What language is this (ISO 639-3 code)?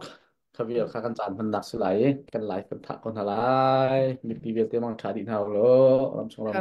cnh